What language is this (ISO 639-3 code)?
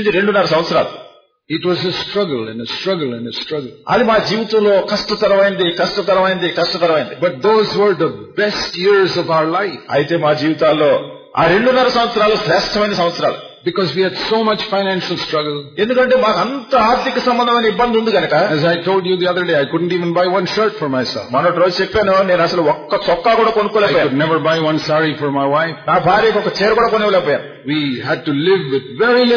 tel